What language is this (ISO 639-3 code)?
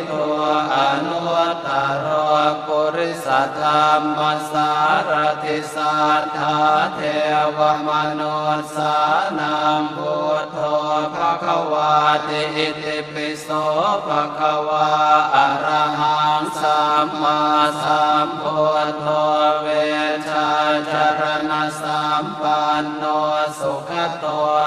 pli